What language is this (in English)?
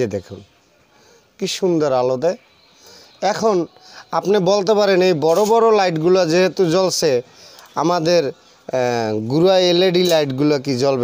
Bangla